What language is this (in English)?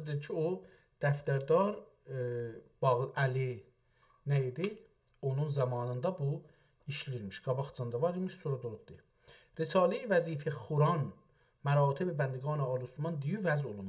South Azerbaijani